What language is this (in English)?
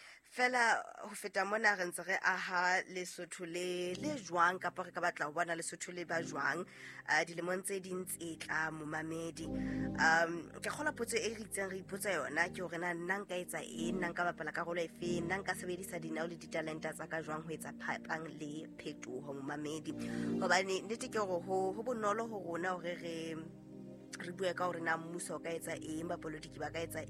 Southern Sotho